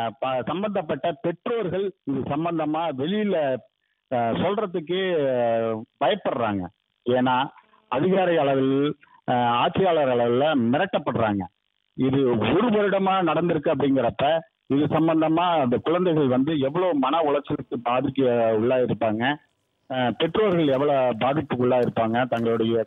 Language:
Tamil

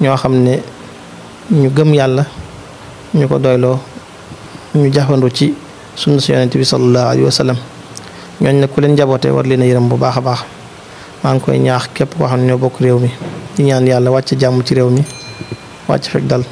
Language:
Wolof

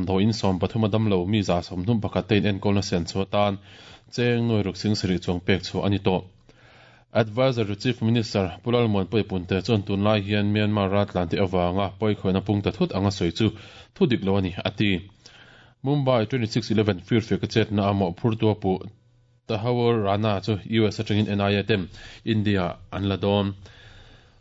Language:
Mizo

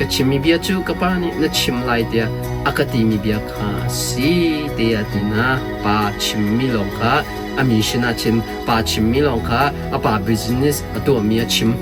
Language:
Hakha Chin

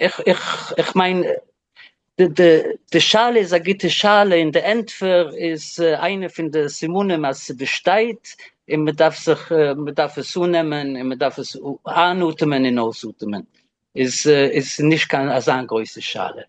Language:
Yiddish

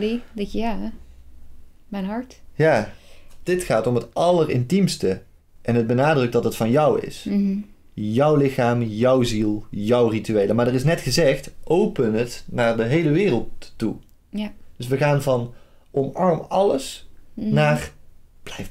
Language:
Dutch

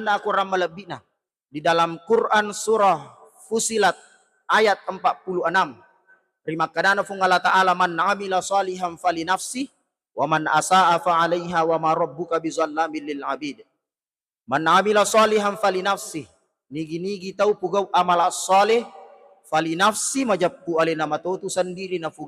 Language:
Buginese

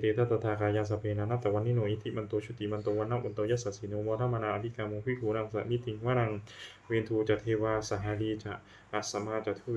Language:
Pali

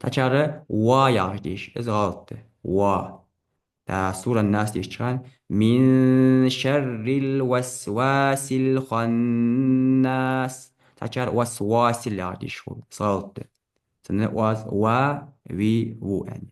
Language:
Ingush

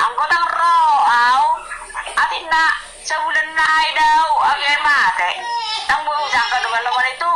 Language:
Batak Toba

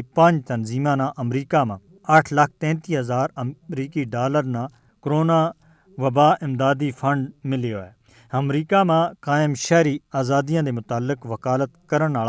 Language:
Gujari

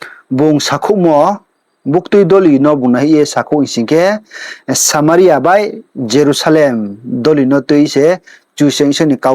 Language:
Riang (India)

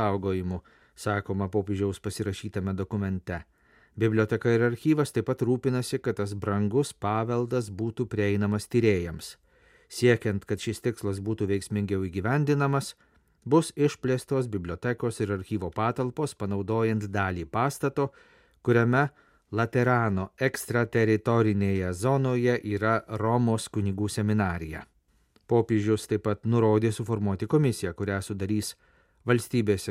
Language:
Lithuanian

